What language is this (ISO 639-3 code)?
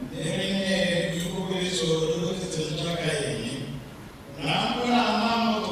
tsn